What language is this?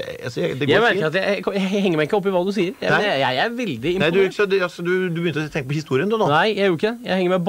Norwegian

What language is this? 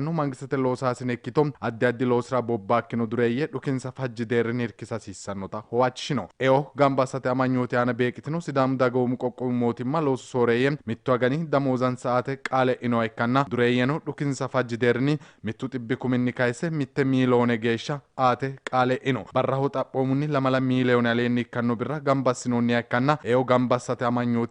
Sidamo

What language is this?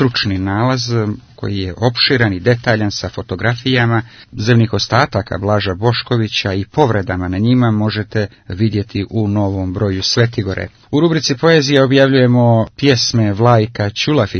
Serbian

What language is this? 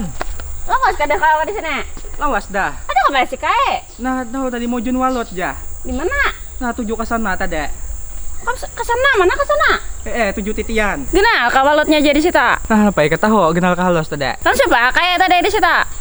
Banjar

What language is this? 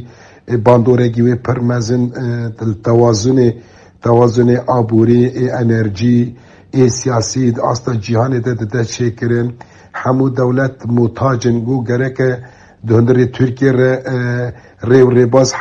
Kurdish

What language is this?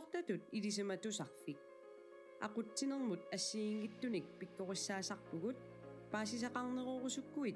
Kalaallisut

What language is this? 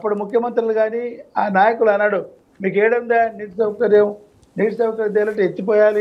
Telugu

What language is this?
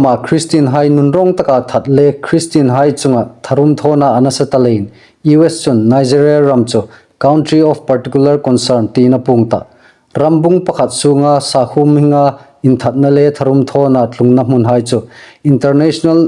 Hmar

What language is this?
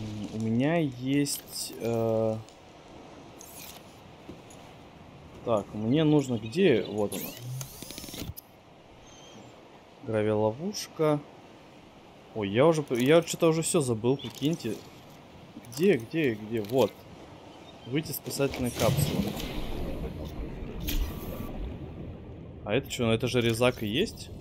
Russian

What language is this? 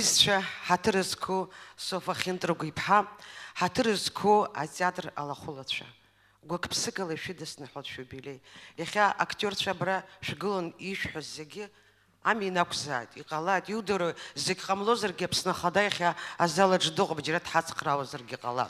Abkhazian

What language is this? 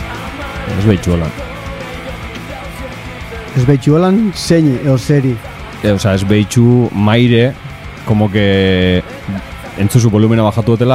Basque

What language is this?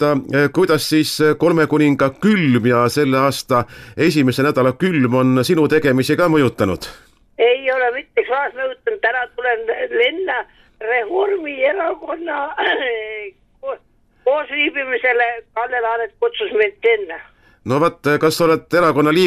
Estonian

